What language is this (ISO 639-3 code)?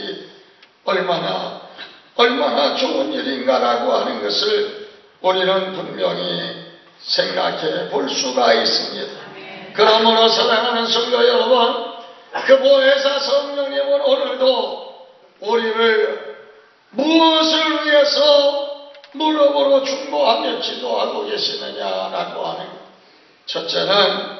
kor